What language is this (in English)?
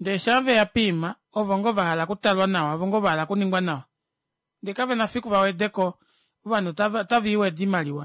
Kuanyama